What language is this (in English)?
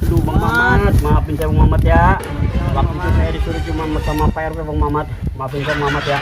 Betawi